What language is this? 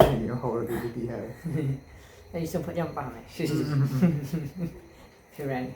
Manipuri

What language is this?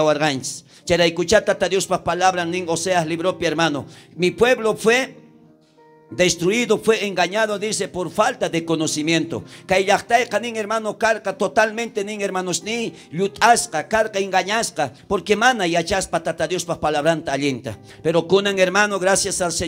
South Bolivian Quechua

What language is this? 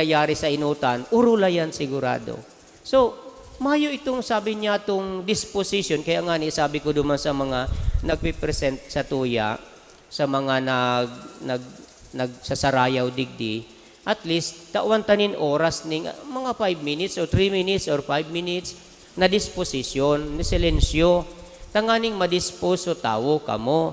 Bikol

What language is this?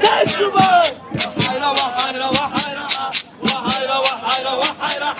Kabardian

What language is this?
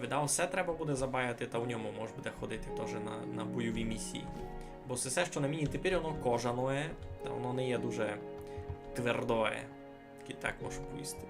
Rusyn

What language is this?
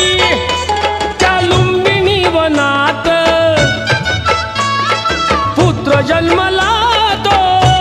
Marathi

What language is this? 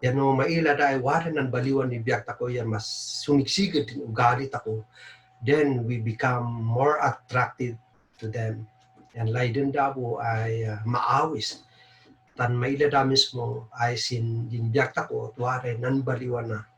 Kankanaey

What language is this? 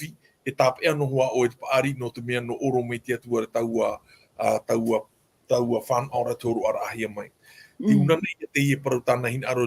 Tahitian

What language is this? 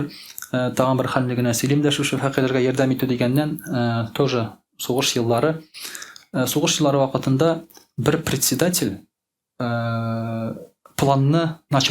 Tatar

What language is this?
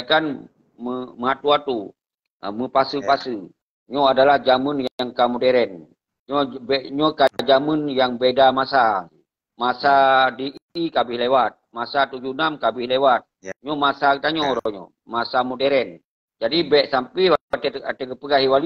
Achinese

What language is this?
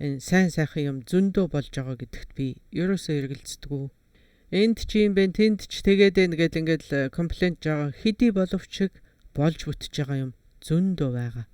Mongolian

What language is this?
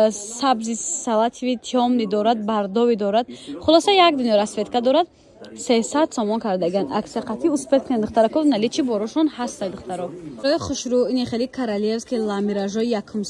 Tajik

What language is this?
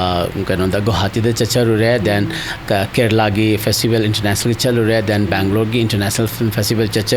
Manipuri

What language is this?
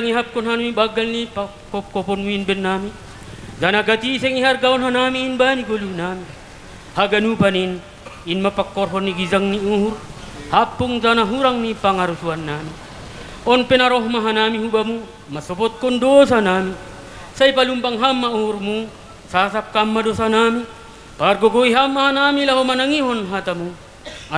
Batak Simalungun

